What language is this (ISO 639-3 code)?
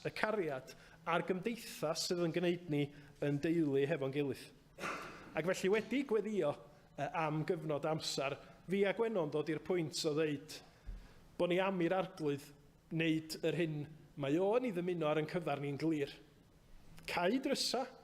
cym